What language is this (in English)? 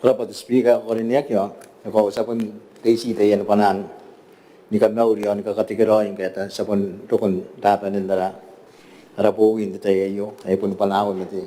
Gilbertese